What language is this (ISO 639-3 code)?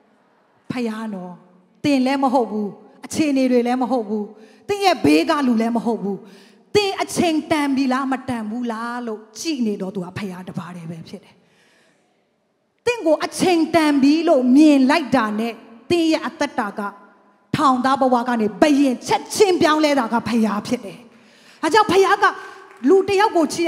mya